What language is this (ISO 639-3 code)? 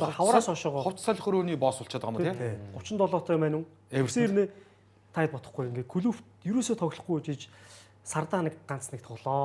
mon